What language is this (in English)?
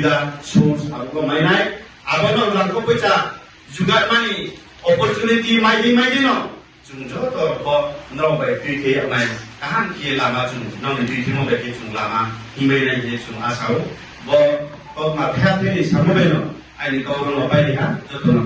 Riang (India)